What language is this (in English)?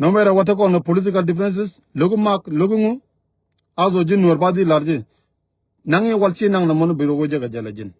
Nuer